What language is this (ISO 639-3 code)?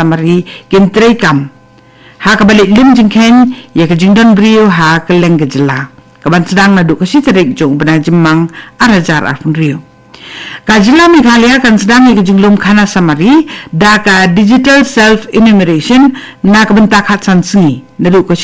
kha